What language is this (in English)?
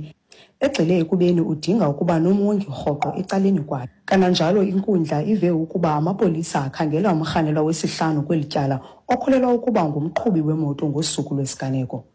Xhosa